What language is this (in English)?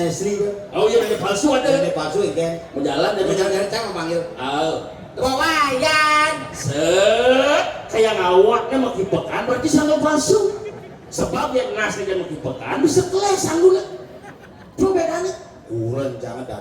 Balinese